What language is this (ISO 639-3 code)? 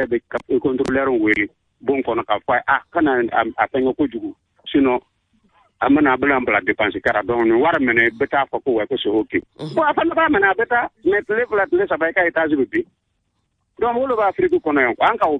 bam